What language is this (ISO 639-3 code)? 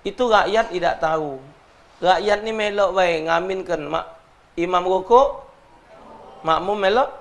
mui